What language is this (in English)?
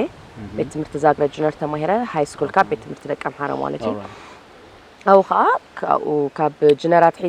Tigrinya